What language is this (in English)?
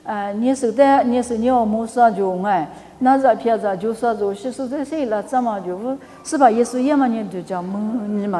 Lisu